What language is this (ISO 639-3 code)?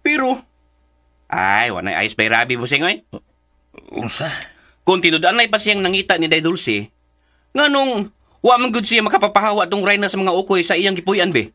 ceb